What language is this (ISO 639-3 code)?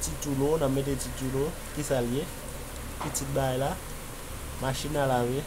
hat